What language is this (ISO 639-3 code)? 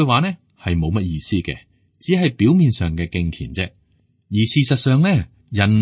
yue